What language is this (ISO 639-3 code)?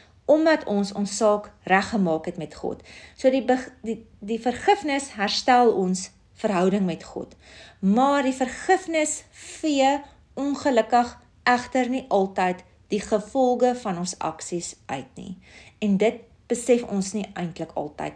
afr